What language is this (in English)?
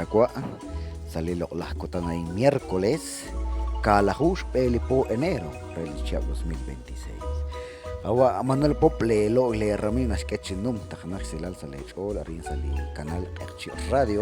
Kekchí